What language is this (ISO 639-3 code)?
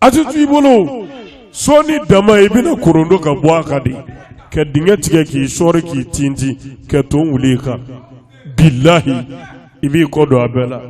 bam